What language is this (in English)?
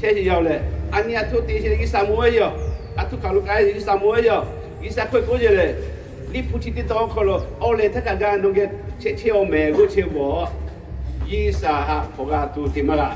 Lahu